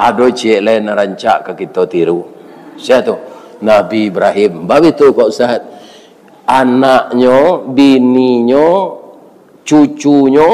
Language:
Minangkabau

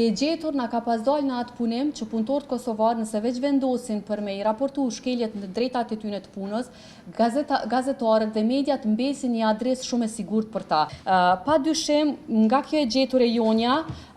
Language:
Albanian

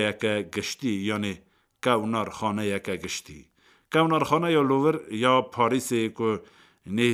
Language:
Kurdish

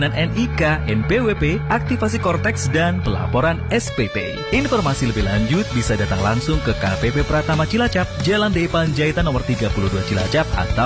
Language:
Indonesian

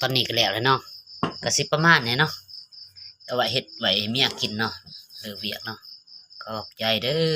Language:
Lao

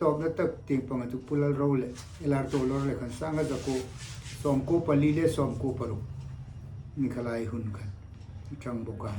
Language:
Hmar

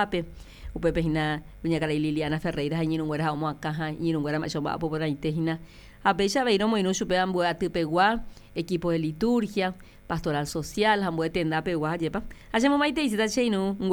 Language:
Guarani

